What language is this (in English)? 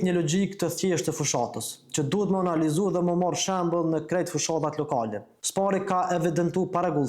Albanian